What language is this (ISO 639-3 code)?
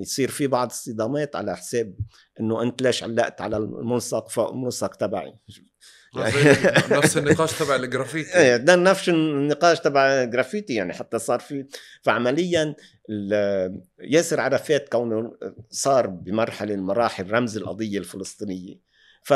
apc